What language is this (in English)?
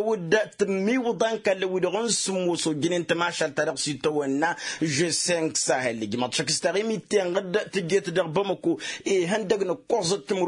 Tamasheq